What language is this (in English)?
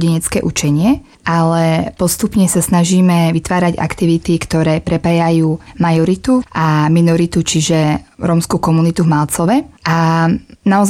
Slovak